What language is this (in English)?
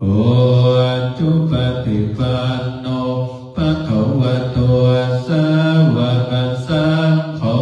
Pali